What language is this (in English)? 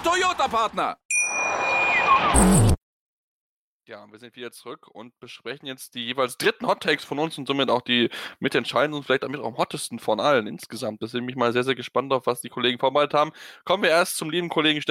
German